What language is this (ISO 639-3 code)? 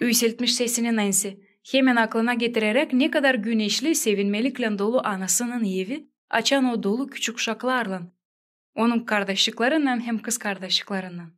gag